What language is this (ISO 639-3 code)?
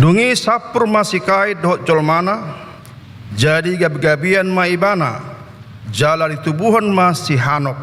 bbc